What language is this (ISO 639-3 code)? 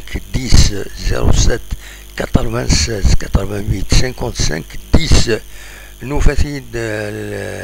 kab